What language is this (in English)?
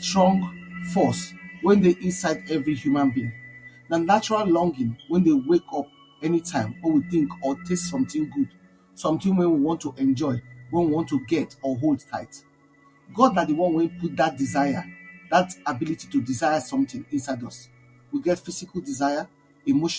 Nigerian Pidgin